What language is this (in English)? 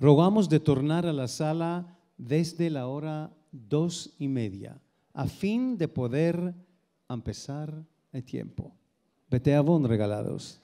Ladino